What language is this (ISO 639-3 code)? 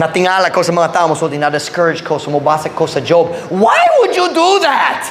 ceb